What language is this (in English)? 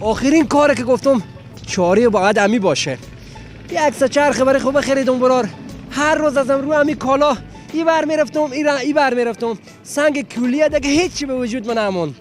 Persian